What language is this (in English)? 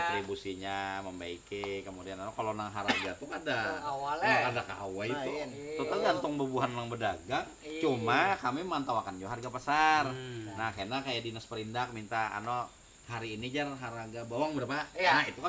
Banjar